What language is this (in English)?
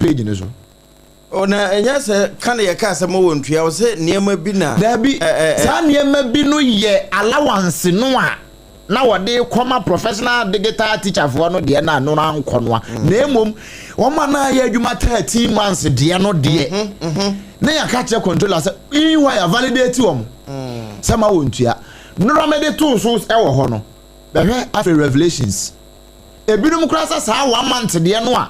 Akan